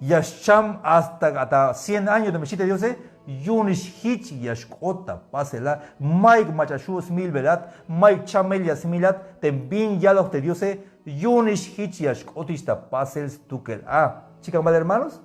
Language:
Tzeltal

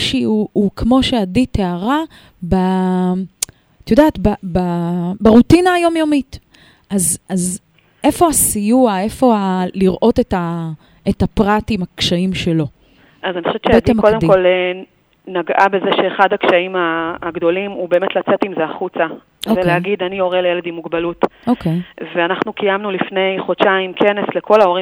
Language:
Hebrew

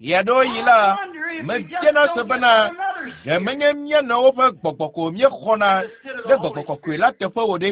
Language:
Ewe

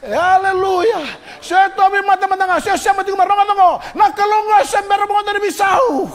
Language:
Fijian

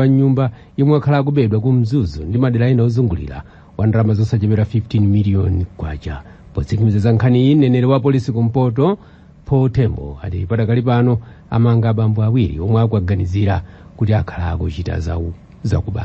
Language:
Nyanja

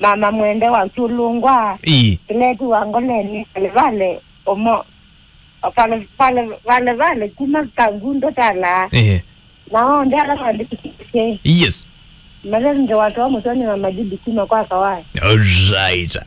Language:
Kamba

